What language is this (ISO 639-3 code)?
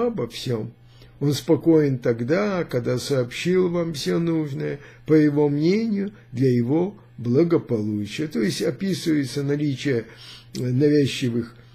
rus